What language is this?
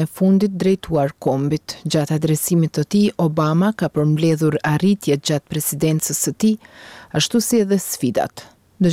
Albanian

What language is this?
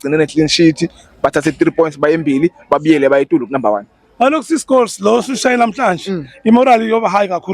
Zulu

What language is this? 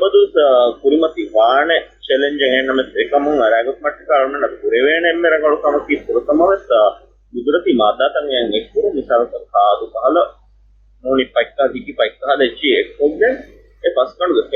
Divehi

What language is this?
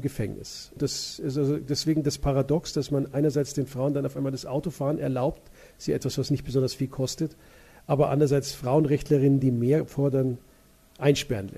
German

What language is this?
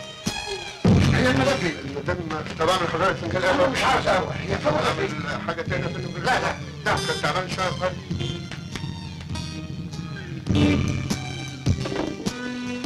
Egyptian Arabic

